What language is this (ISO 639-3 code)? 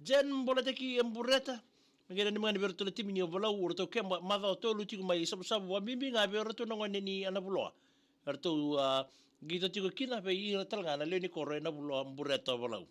fij